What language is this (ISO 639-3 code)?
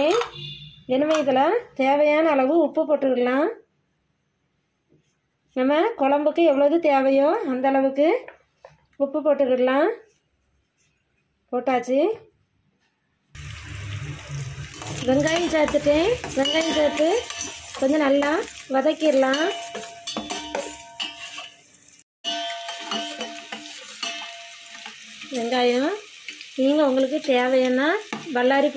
tam